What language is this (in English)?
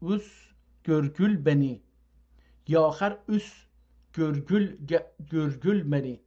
South Azerbaijani